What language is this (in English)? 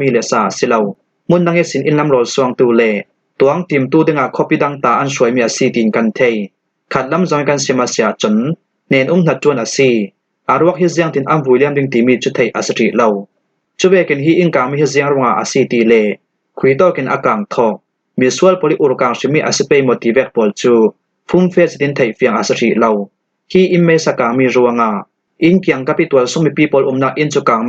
Falam Chin